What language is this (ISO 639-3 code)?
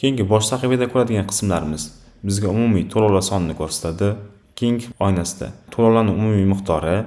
uzb